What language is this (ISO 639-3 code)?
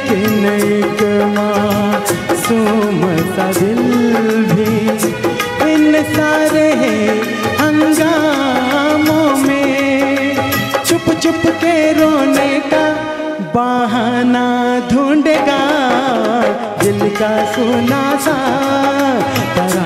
hin